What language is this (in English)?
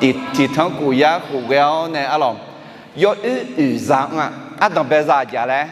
Akha